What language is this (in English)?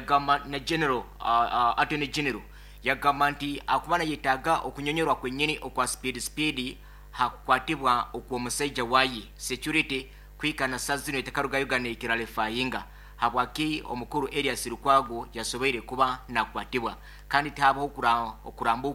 Nyankole